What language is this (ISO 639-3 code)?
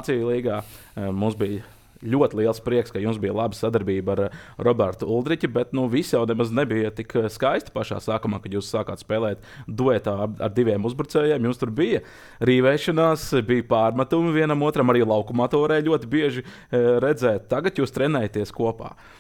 lav